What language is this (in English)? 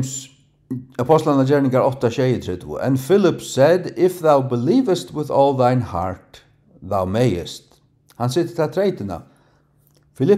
Faroese